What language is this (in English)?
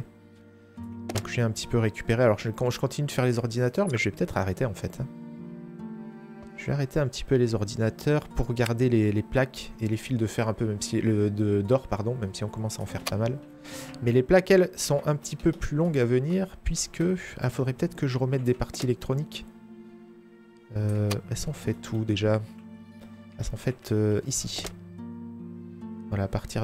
French